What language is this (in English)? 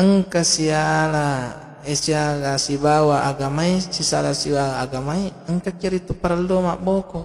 Buginese